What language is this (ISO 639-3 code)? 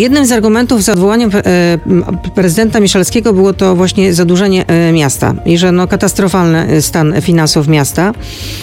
pol